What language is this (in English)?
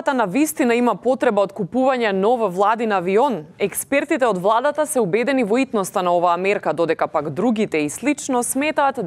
Macedonian